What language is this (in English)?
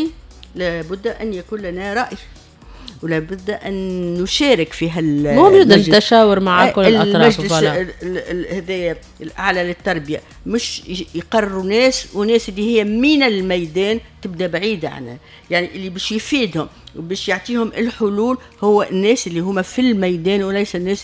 Tunisian Arabic